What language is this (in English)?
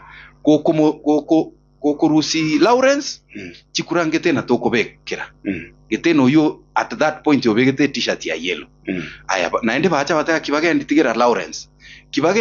Gusii